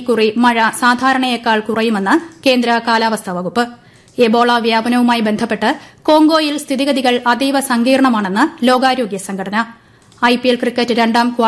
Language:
Malayalam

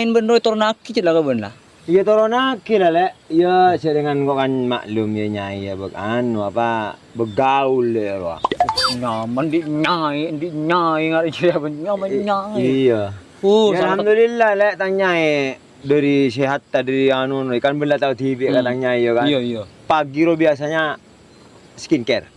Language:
Madurese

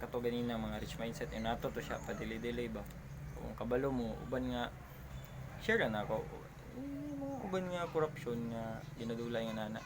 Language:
Cebuano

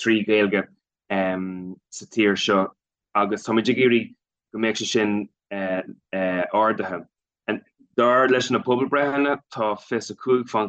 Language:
Irish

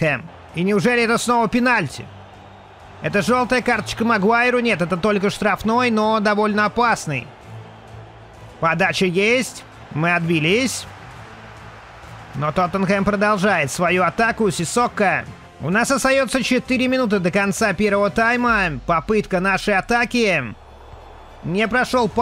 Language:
Russian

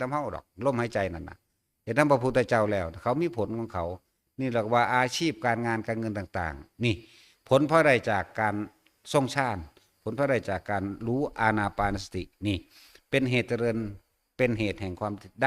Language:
Northeastern Thai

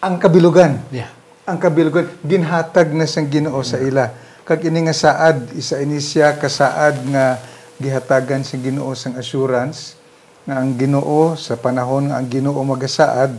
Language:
Hiligaynon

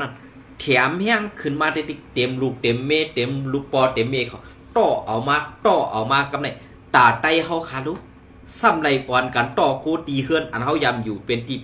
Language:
Shan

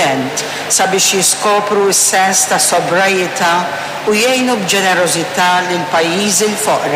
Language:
Maltese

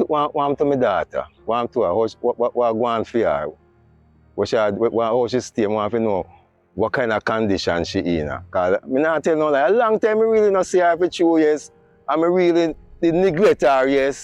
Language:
Jamaican Creole English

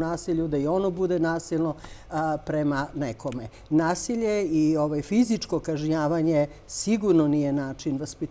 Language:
Serbian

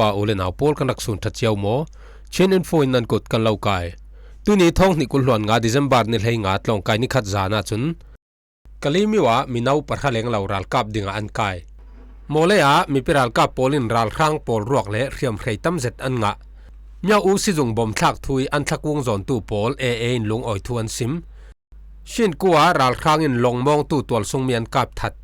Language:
Falam Chin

